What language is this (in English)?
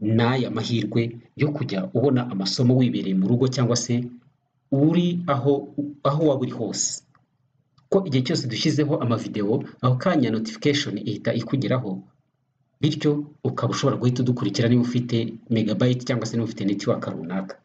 Kinyarwanda